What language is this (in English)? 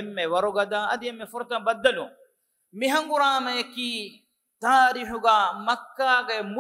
Divehi